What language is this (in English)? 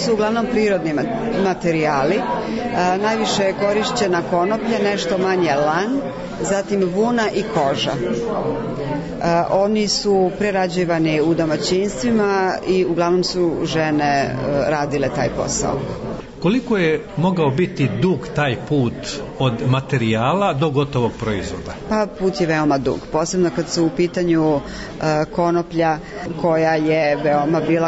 Serbian